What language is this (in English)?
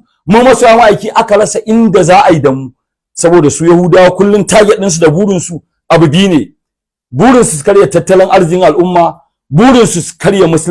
Hausa